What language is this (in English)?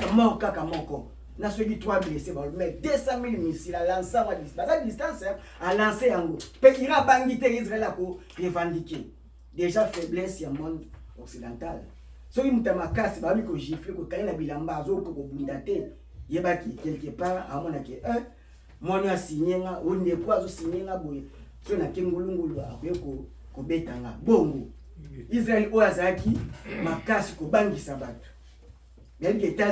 Lingala